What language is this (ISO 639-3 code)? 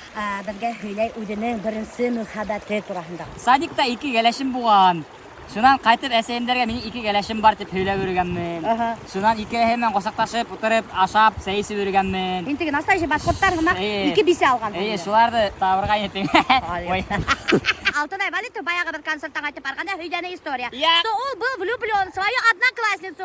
bak